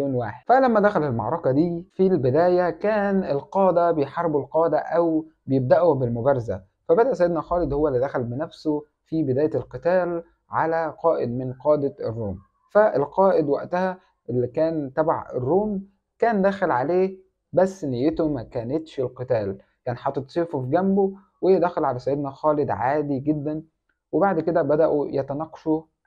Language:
Egyptian Arabic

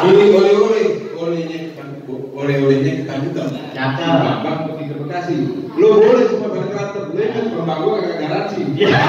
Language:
Betawi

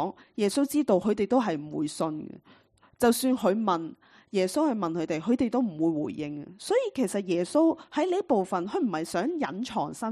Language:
Cantonese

